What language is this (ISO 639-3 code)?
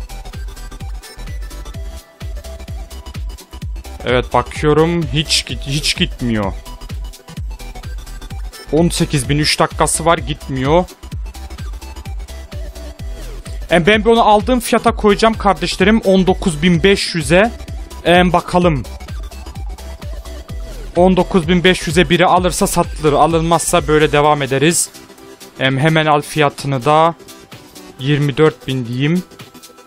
tur